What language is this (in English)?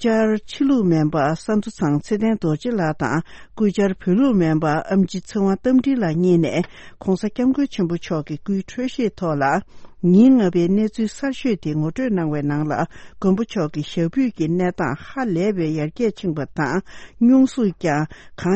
Tibetan